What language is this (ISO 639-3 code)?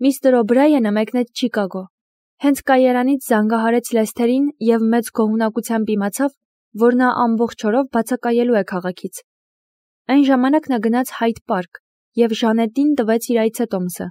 hye